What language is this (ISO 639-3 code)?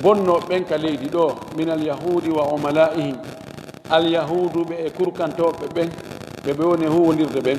ful